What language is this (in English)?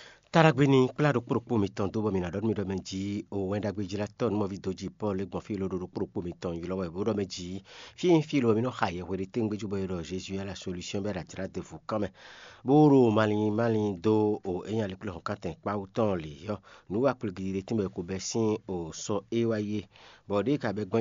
Fon